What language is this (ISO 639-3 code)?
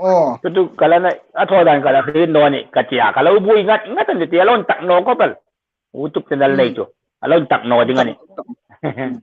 hmr